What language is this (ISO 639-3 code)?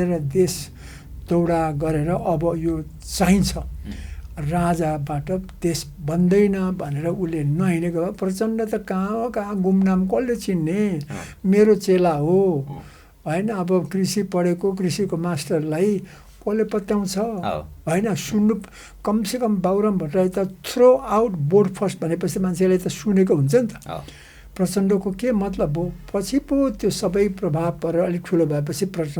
nep